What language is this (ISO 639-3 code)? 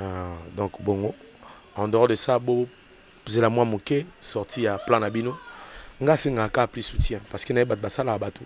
lin